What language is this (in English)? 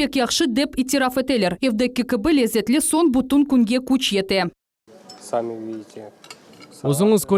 Crimean Tatar